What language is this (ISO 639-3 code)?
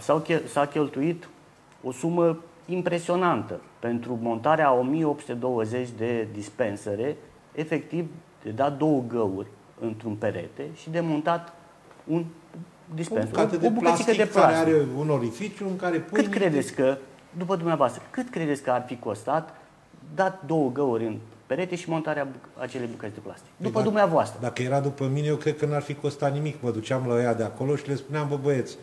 ron